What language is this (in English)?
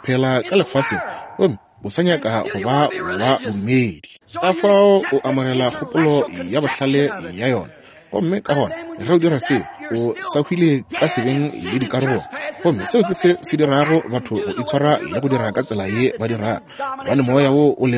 Northern Sotho